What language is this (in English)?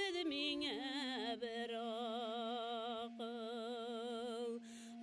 Bashkir